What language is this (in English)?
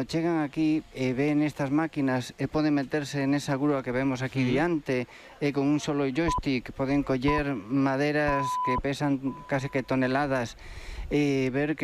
Galician